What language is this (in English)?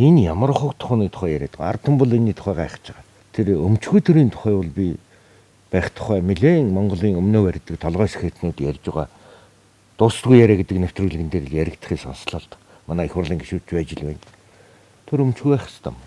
Mongolian